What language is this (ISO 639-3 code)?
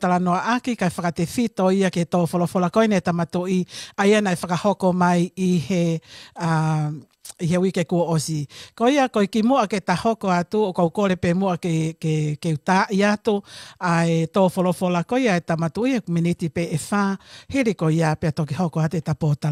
ton